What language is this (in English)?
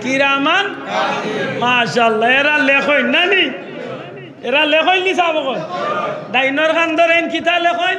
Sylheti